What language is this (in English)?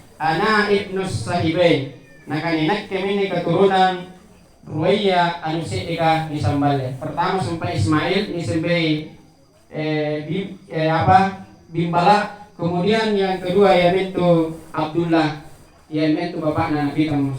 Makasar